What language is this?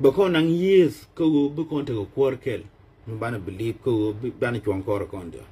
Nuer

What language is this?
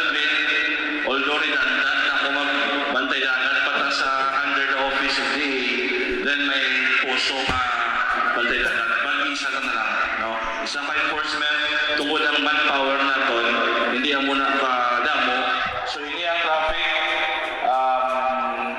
Hiligaynon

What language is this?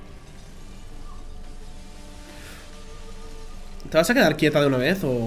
Spanish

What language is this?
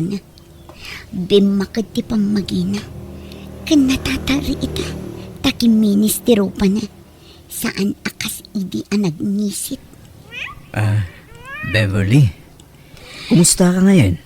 Iloko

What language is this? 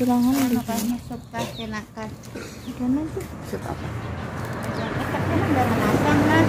Banjar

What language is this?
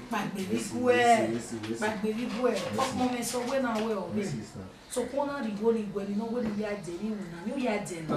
Bini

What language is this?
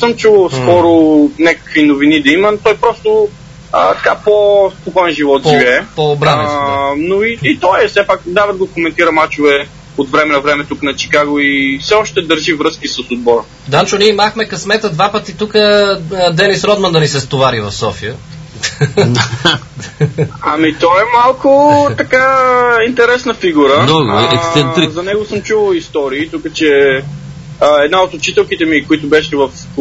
Bulgarian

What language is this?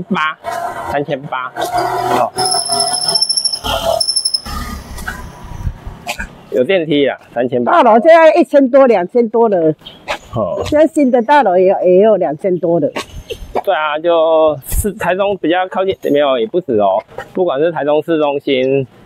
Chinese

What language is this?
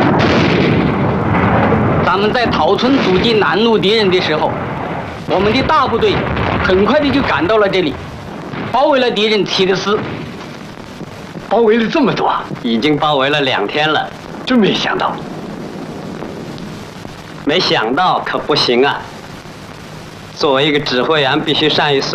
Chinese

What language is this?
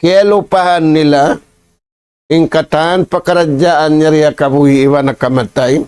Tausug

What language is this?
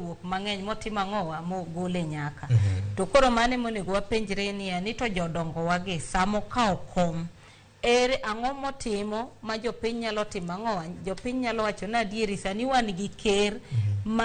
Luo (Kenya and Tanzania)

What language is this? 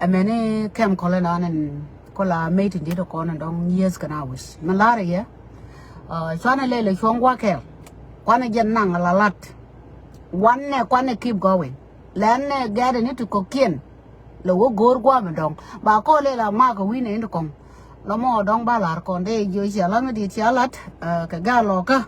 Nuer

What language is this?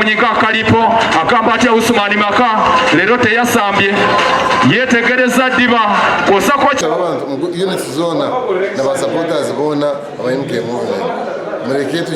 Nyankole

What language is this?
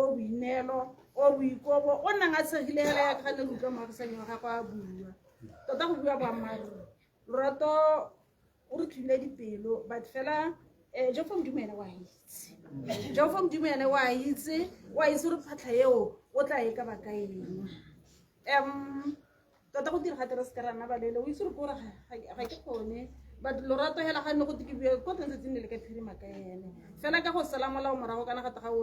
Tswana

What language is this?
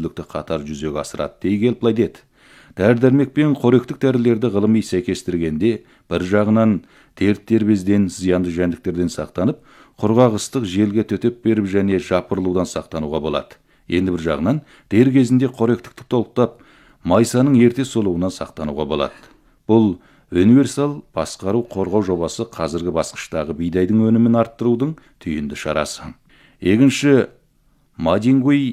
Kazakh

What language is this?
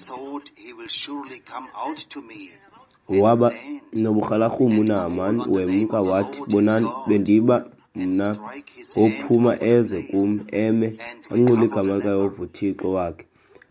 Xhosa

